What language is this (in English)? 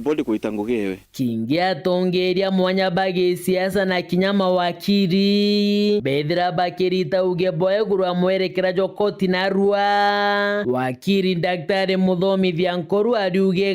Meru